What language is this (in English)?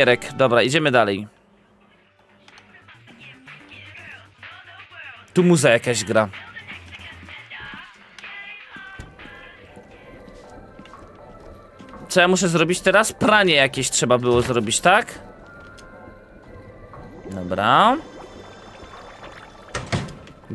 Polish